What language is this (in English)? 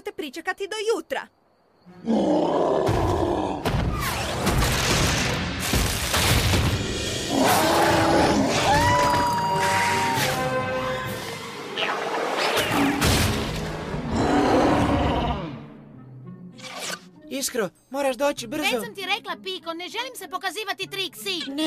Croatian